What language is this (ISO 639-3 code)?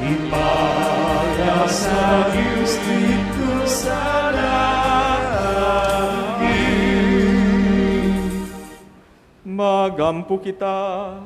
ceb